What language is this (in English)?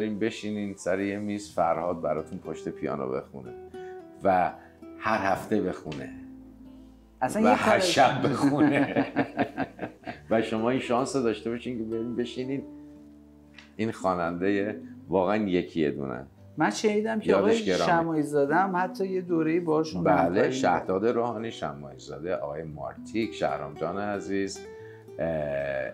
Persian